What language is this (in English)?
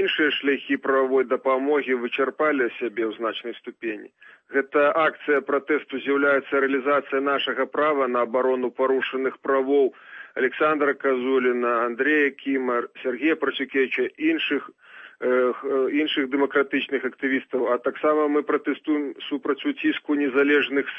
Belarusian